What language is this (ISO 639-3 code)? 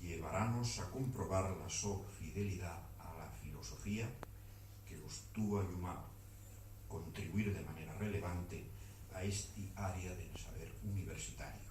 ast